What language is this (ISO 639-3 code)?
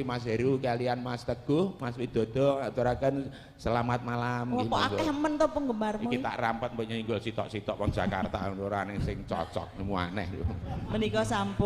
jav